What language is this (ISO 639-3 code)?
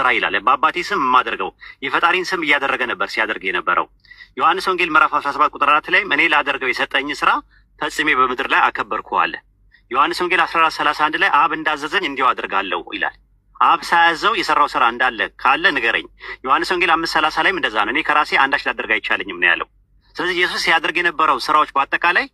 amh